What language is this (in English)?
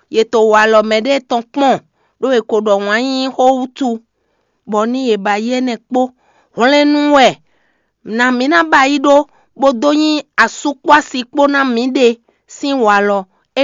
Fon